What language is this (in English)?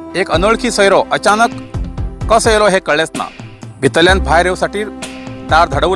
Konkani